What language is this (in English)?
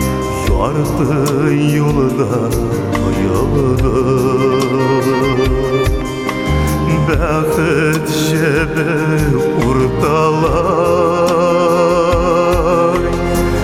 Kazakh